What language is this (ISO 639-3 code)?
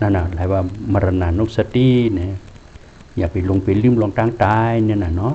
shn